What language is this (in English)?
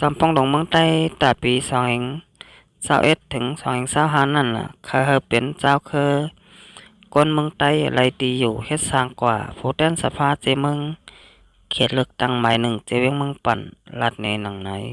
Shan